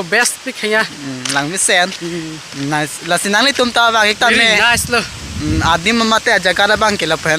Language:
Karbi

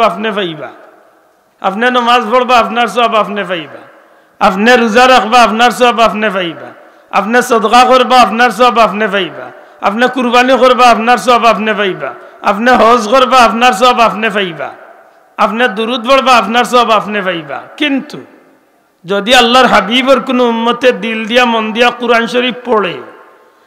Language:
Sylheti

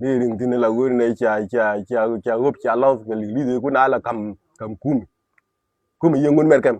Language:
Nuer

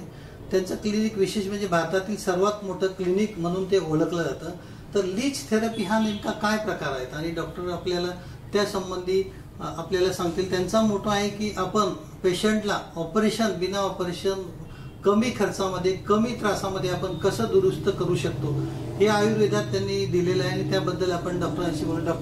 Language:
Marathi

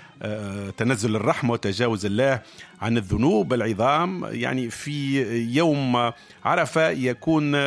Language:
Tunisian Arabic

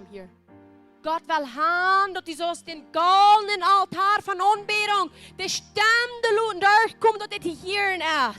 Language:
Plautdietsch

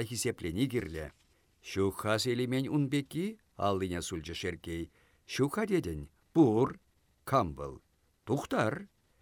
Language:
Chuvash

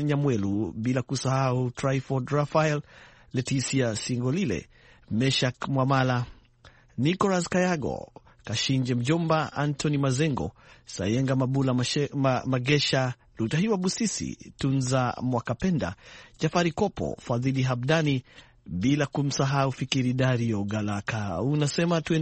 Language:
Swahili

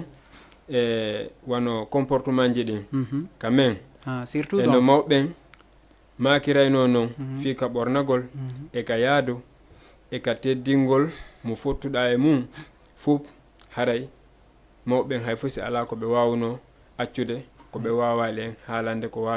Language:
Fula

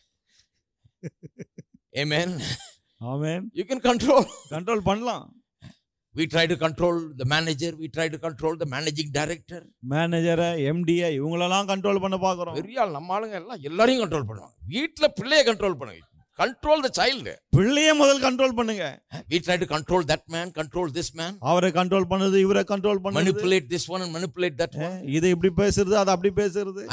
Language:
Tamil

